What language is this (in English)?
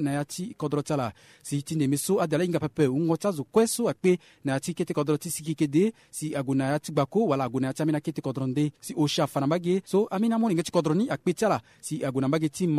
Sango